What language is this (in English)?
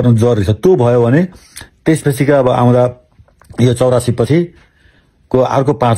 Nepali